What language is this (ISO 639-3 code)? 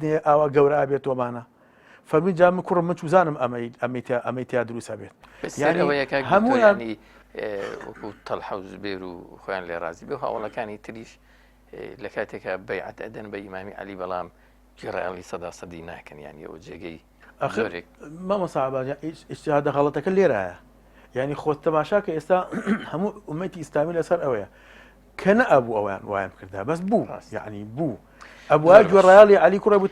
ckb